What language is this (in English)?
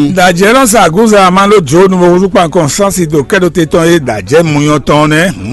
Fon